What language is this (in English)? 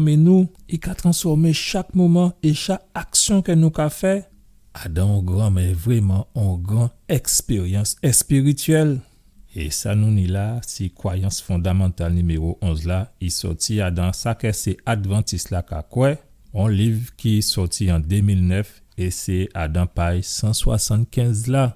Guadeloupean Creole French